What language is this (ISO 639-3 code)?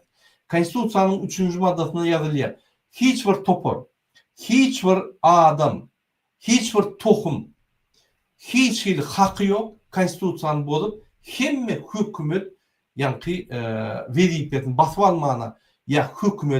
tuk